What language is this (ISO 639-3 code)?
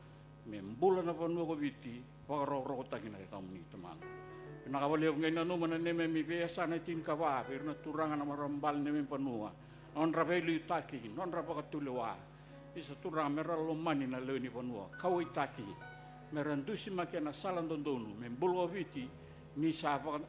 fij